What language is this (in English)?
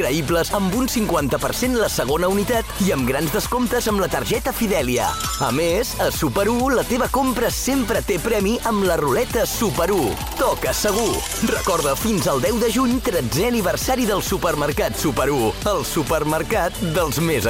Catalan